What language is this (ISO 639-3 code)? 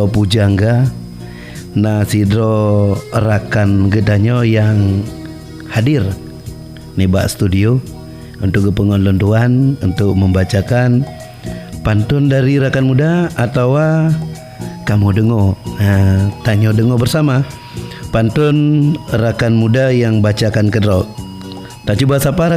ace